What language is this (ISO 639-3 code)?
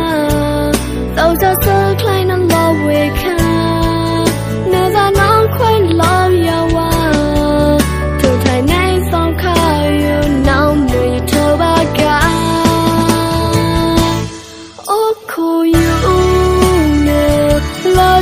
vie